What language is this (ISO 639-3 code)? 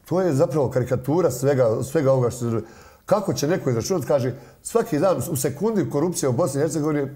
bos